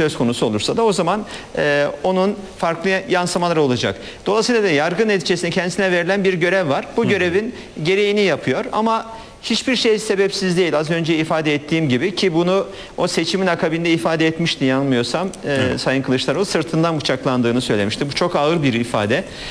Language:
Turkish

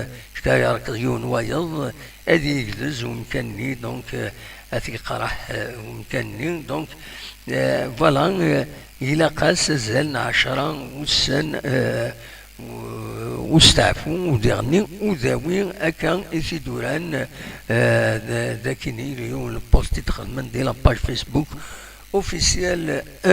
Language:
Kabyle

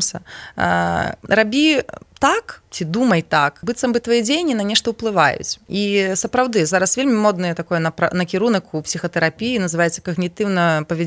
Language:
Belarusian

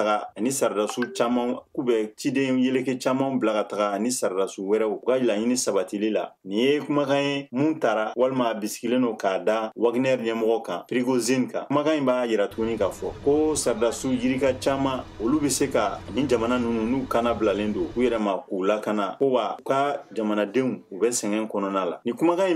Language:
Bambara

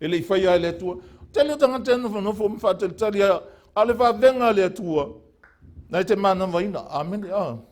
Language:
Samoan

